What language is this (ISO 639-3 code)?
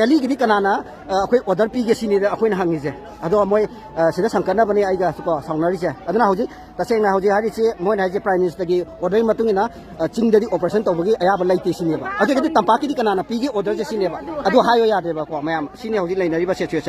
mni